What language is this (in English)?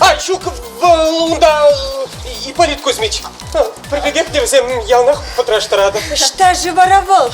Chuvash